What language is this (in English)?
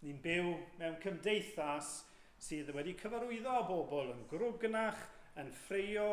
Welsh